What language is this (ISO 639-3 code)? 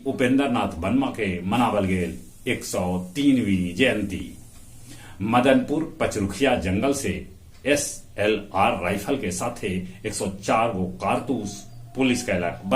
mag